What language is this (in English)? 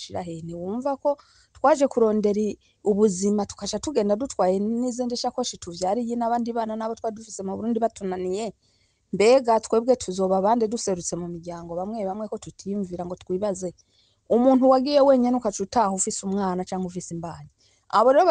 Rundi